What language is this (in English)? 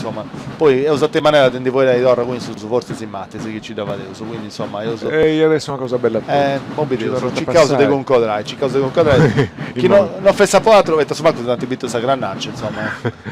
Sardinian